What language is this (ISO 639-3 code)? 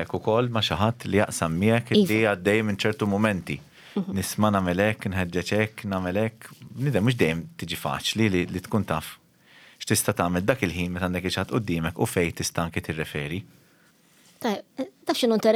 mlt